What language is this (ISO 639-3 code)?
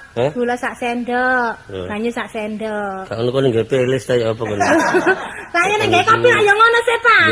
jav